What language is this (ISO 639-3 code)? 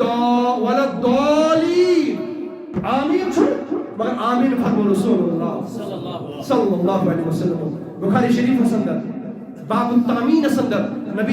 kas